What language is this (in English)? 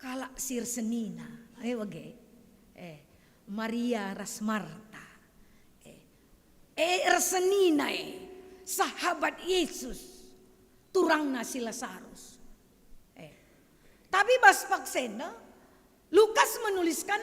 Batak Karo